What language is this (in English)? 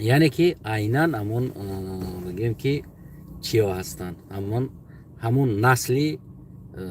Tajik